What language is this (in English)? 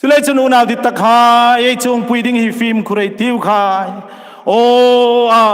Hmar